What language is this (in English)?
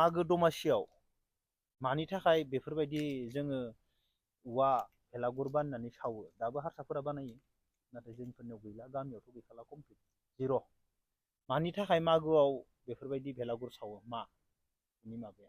Bodo